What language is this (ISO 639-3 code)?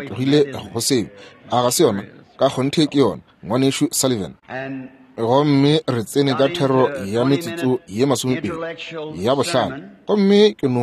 nso